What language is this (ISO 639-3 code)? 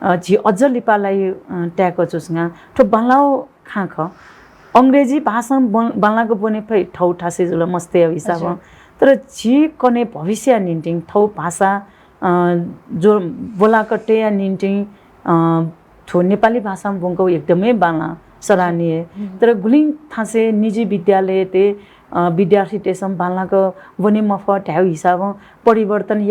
new